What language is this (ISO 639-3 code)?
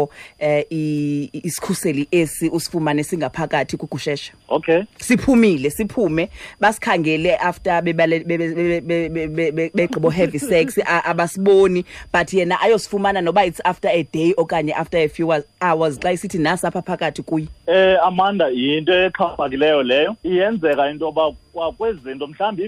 xho